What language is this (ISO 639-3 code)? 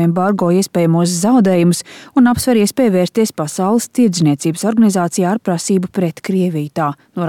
lav